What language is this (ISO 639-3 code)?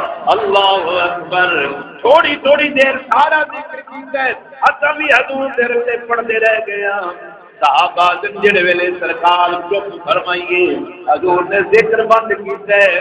skr